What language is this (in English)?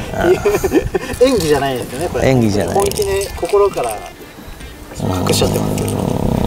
Japanese